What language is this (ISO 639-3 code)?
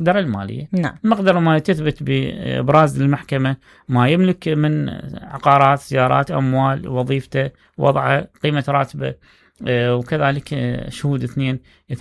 acm